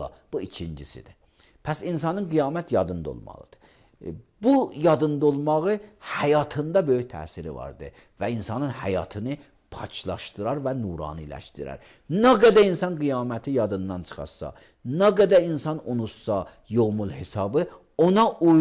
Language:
Azerbaijani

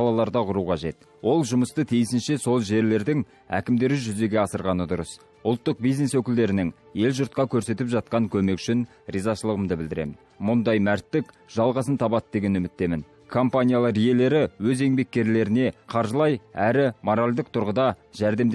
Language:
Kazakh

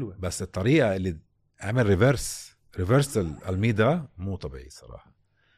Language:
North Levantine Arabic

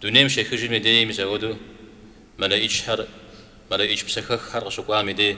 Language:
Kabardian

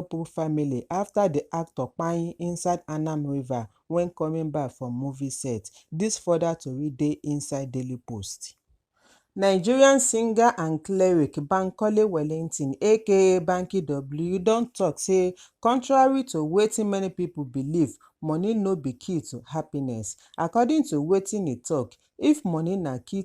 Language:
Nigerian Pidgin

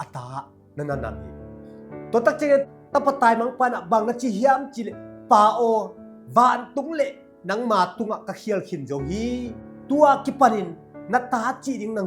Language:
Tedim Chin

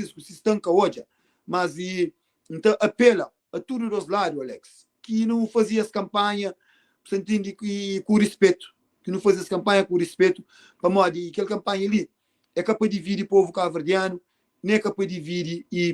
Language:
Kabuverdianu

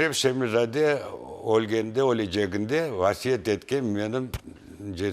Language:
Crimean Tatar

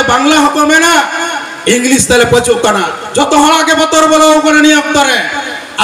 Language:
Santali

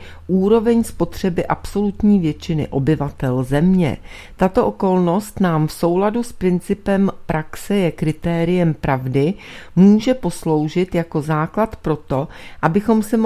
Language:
Czech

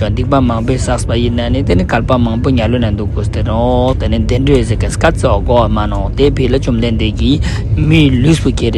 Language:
Ladakhi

